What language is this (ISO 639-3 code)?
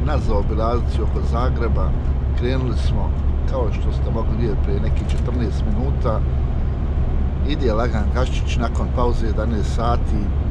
hrv